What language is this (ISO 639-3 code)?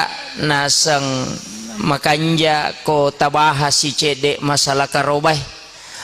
bug